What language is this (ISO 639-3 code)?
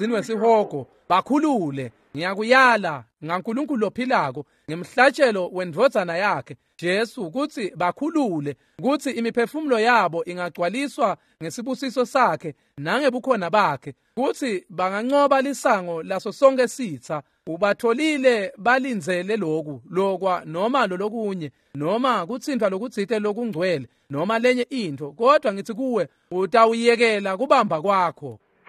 ssw